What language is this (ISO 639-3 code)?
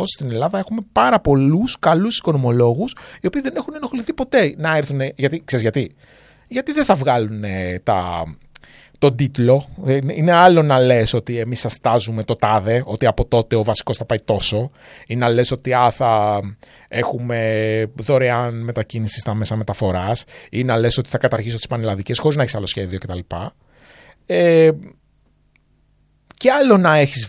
ell